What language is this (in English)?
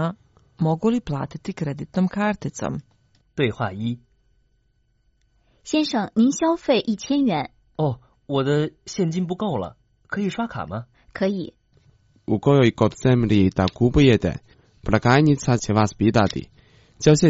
Croatian